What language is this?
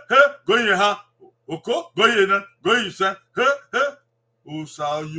Bini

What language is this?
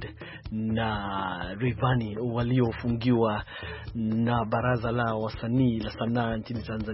Swahili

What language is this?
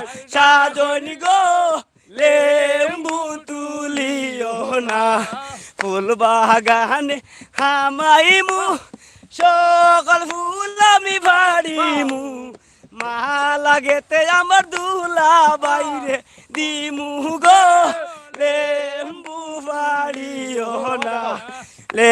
Sylheti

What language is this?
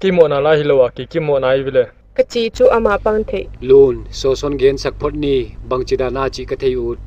Paite Chin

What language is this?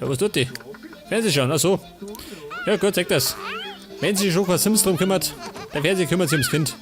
Bavarian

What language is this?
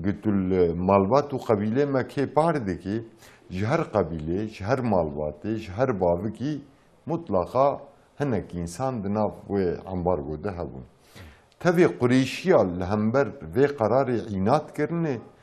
Kurdish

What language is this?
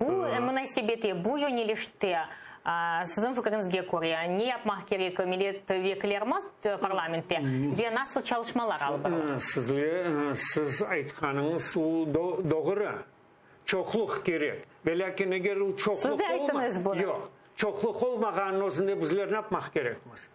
Crimean Tatar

